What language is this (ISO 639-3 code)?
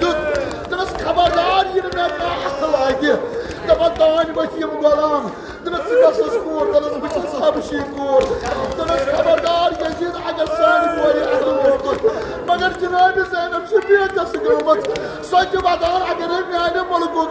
kas